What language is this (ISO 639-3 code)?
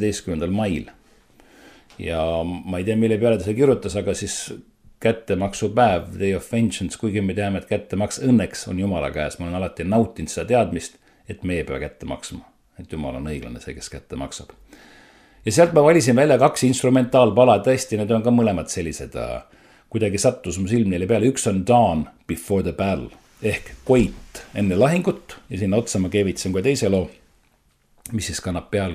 est